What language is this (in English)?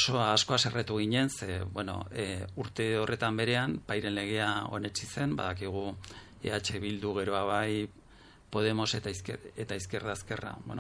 Basque